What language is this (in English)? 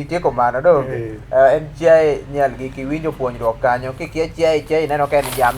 Luo (Kenya and Tanzania)